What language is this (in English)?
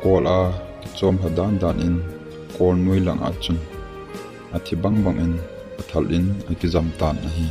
Thado Chin